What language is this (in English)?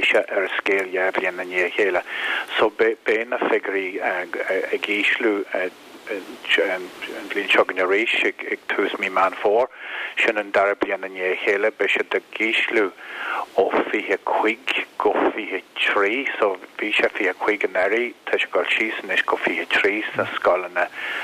Irish